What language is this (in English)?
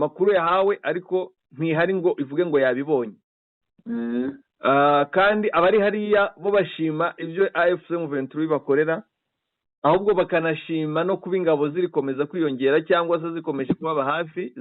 Kinyarwanda